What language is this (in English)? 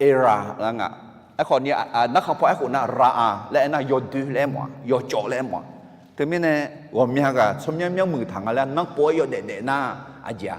Akha